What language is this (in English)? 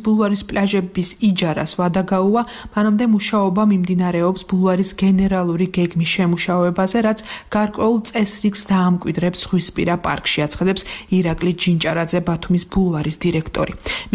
Georgian